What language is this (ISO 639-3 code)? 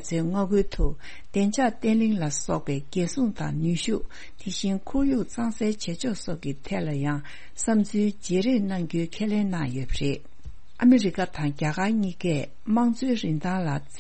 bod